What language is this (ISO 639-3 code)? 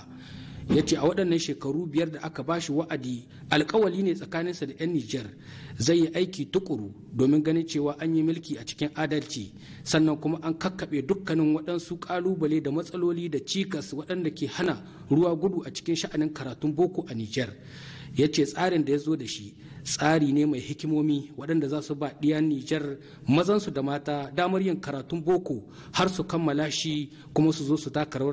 hau